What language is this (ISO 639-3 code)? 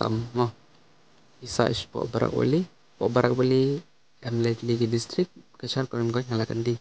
kha